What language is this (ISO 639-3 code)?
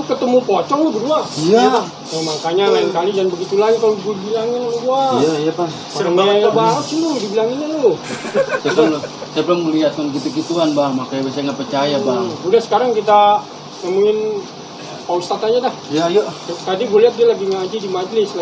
bew